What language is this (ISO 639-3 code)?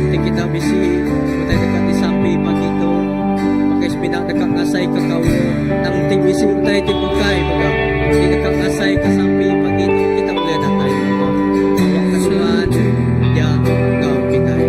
iba